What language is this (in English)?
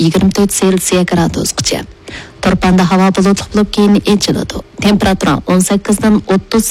Uyghur